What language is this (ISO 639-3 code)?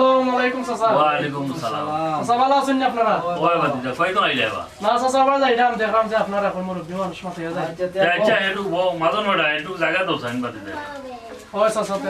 syl